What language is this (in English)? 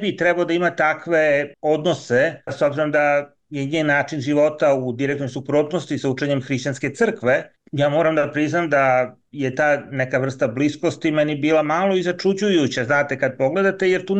Serbian